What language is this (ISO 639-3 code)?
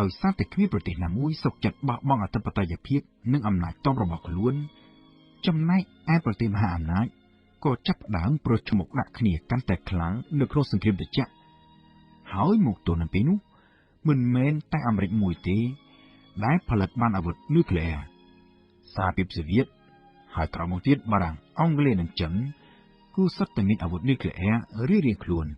khm